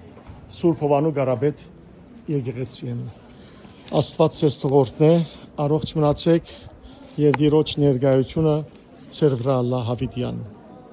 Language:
Western Armenian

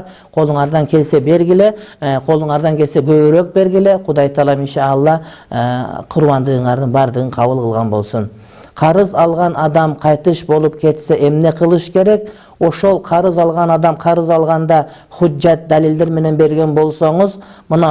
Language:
Kyrgyz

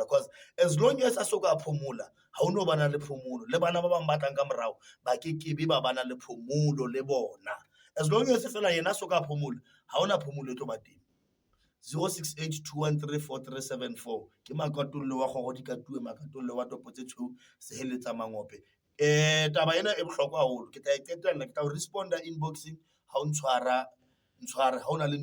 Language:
Southern Sotho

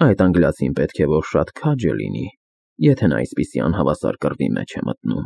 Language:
Armenian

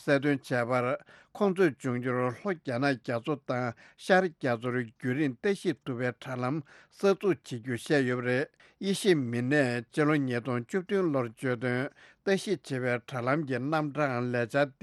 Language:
Tibetan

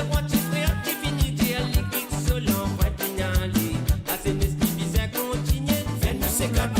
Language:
Morisyen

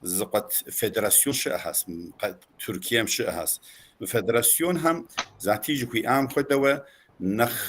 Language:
Kabardian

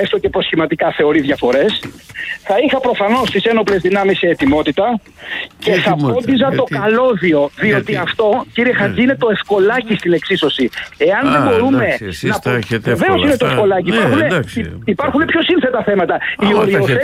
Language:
Greek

